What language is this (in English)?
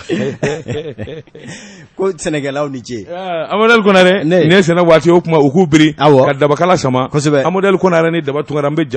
Bambara